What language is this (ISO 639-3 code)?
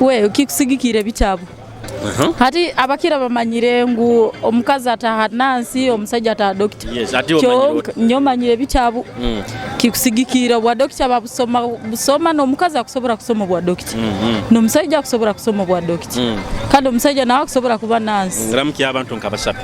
nyo